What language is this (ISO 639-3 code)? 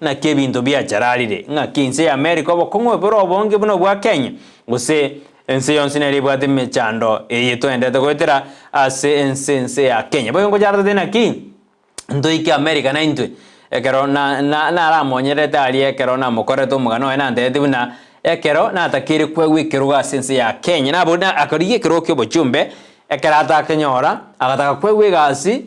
guz